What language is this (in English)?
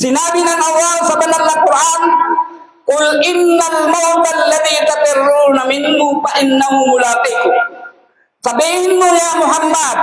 Maranao